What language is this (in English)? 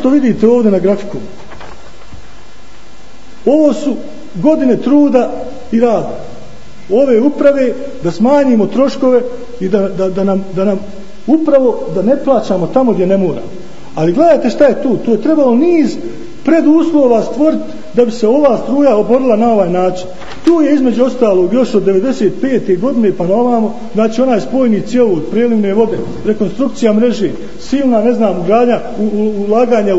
Bosnian